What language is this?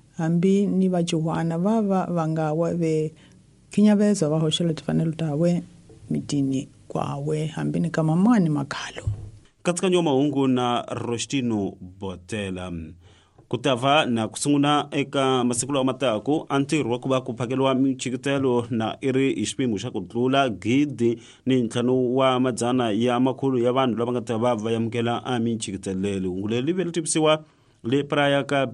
Tsonga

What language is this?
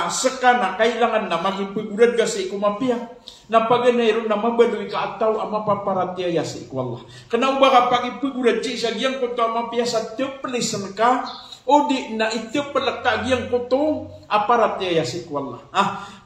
Maranao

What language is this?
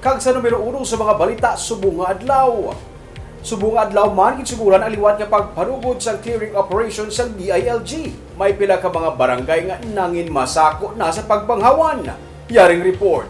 Hiligaynon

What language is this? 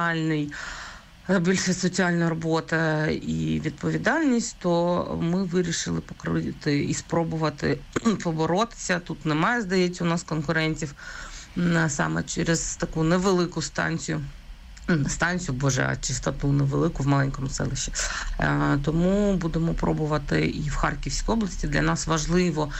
Ukrainian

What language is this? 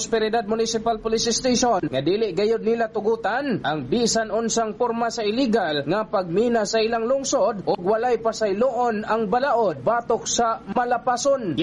Cebuano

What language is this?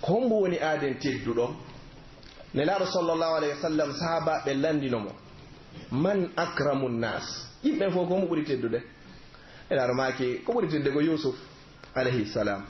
Pular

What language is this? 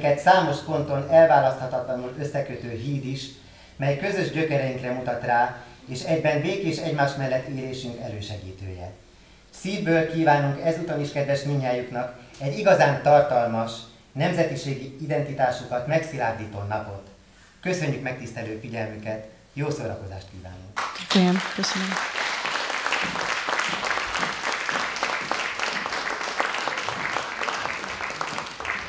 Hungarian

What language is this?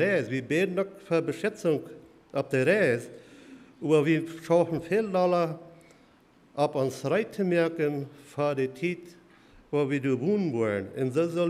Plautdietsch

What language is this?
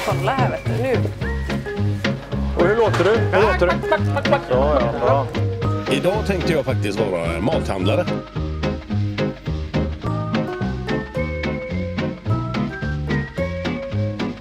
Swedish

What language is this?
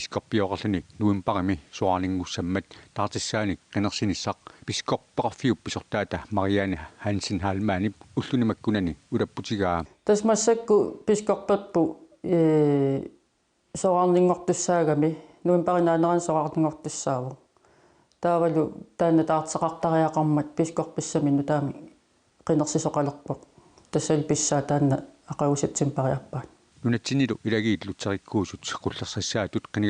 Kalaallisut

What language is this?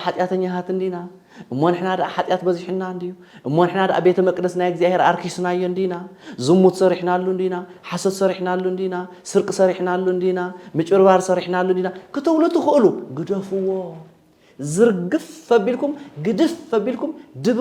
Tigrinya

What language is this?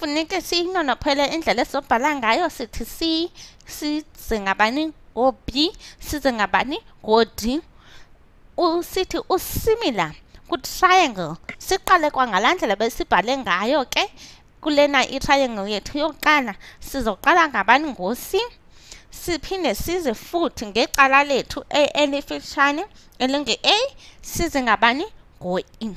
Xhosa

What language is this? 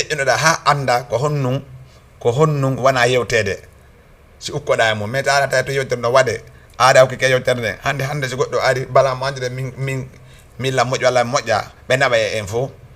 Fula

